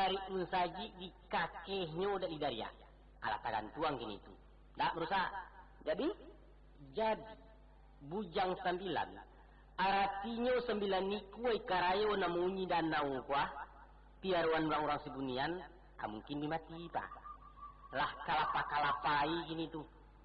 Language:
Minangkabau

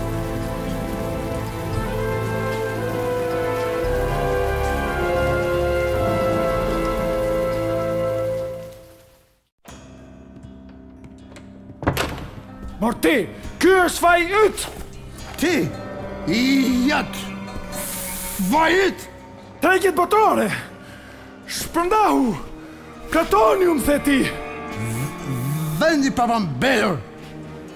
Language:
English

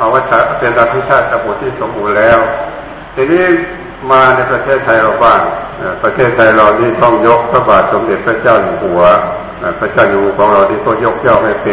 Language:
Thai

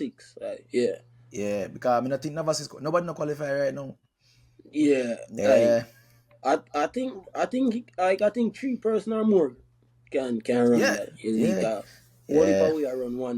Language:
Jamaican Creole English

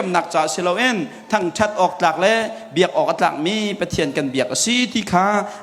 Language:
Hakha Chin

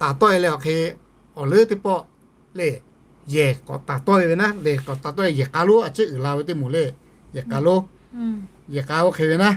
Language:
Lahu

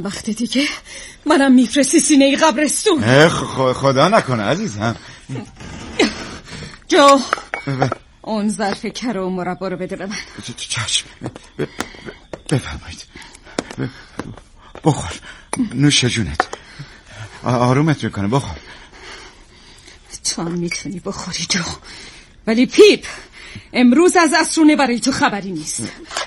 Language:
Persian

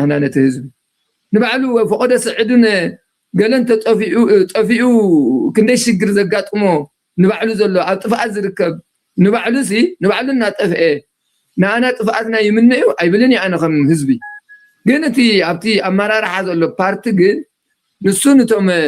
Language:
Tigrinya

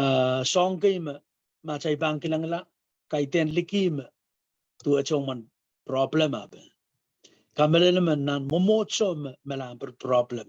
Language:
Pohnpeian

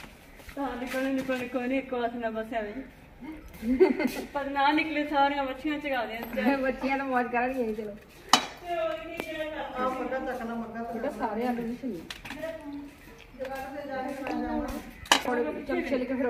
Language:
Punjabi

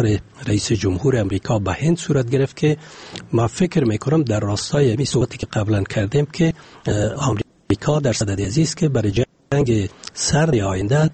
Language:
Persian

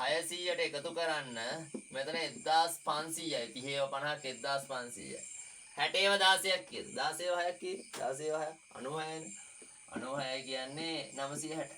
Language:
Sinhala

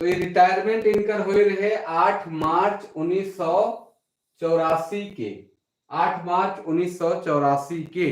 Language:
Sadri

